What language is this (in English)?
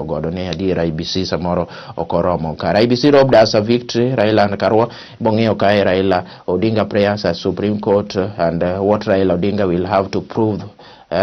Luo (Kenya and Tanzania)